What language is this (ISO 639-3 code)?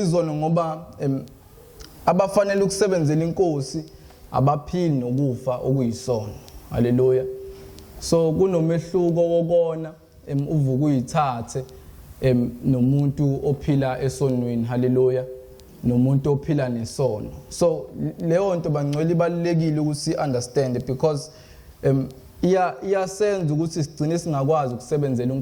zul